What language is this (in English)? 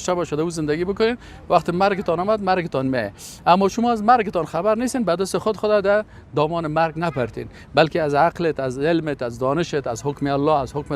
Persian